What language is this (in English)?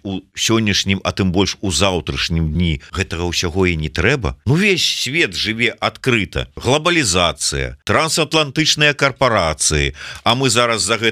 Belarusian